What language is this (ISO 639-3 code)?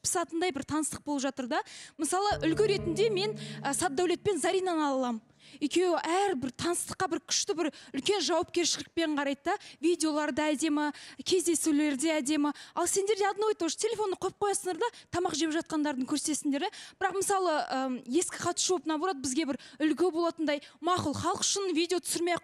kaz